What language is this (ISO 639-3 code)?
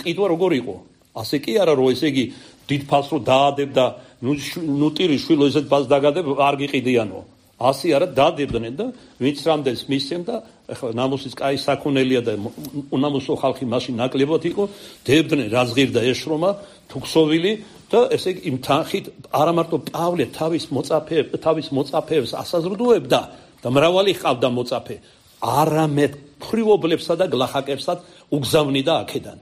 kat